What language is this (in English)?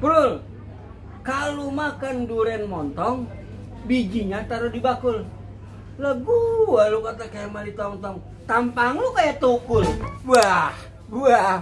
Betawi